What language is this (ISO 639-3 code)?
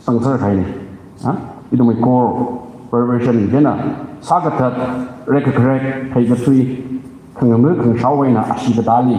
nmf